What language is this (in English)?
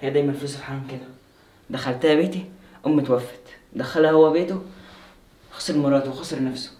Egyptian Arabic